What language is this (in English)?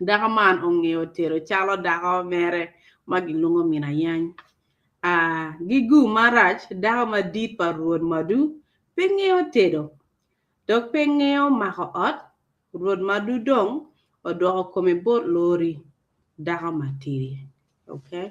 Acoli